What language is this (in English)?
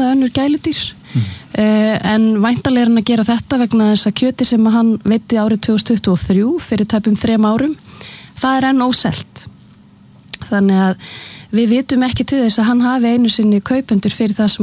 Icelandic